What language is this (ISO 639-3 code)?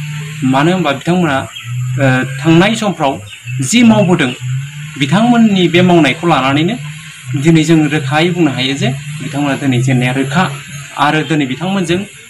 brx